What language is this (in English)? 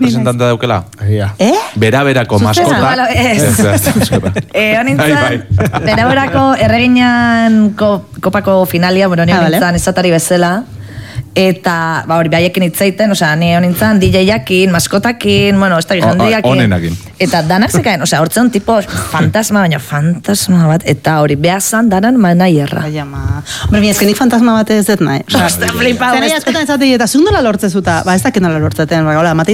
Basque